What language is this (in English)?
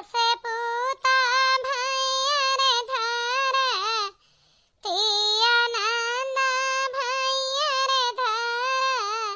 Awadhi